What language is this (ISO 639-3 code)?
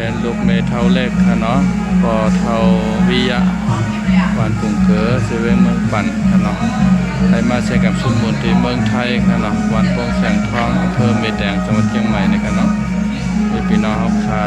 shn